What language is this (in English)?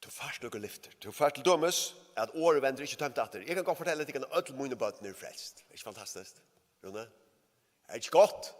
Faroese